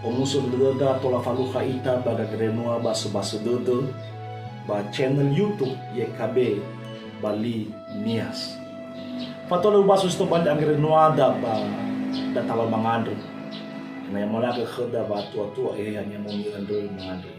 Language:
Nias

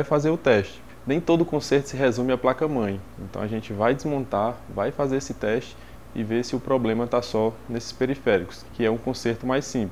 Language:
Portuguese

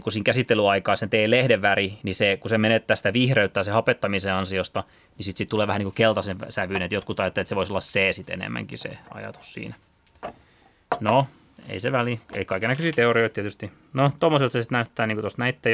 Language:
Finnish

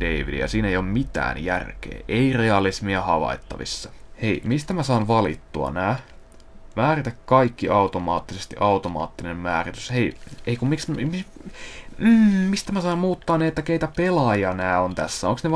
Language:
Finnish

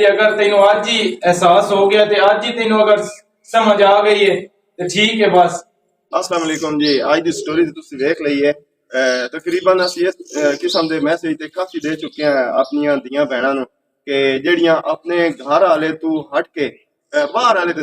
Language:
Western Panjabi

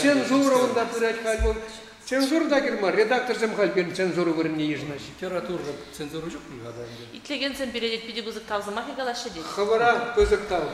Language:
Chuvash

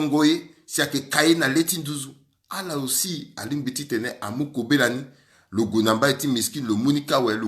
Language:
Sango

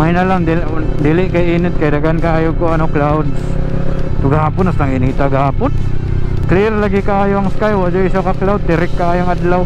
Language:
Cebuano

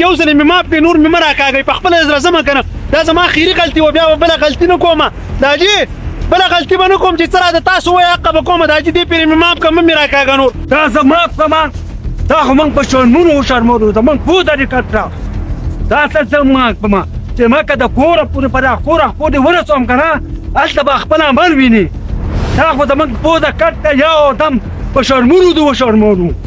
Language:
Pashto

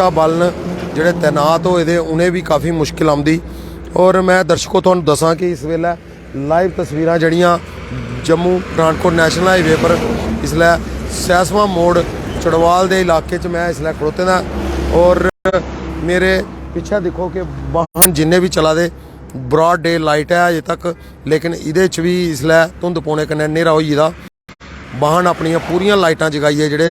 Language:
Dogri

